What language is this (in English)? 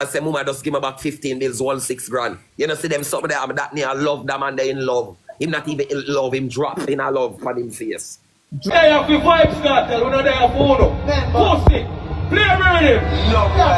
Jamaican Creole English